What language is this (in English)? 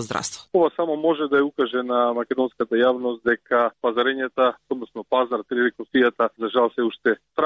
Macedonian